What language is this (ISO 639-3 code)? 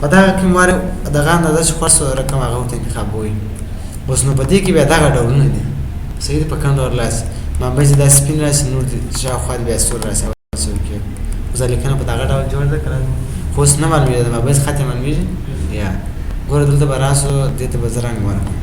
pus